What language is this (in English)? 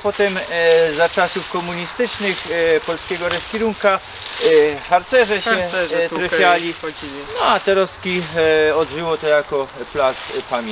Silesian